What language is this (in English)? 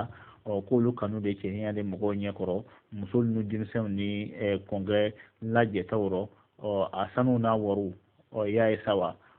Bambara